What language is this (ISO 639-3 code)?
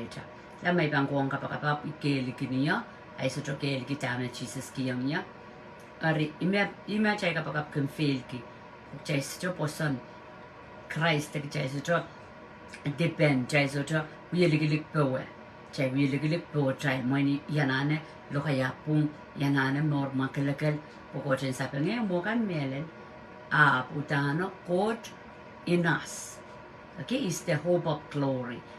pon